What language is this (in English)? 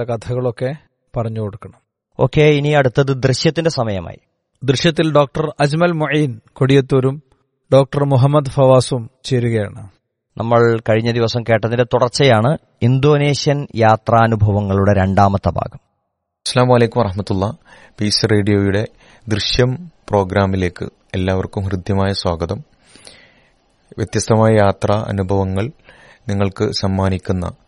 Malayalam